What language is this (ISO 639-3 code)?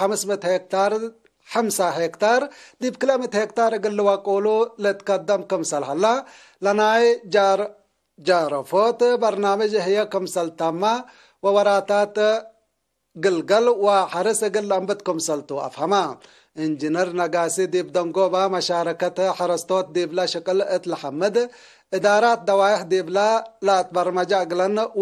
tig